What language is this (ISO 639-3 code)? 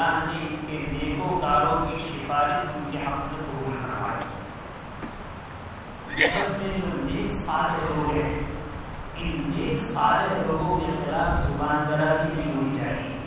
urd